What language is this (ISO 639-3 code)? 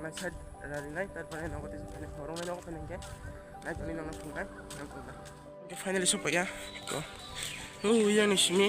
trp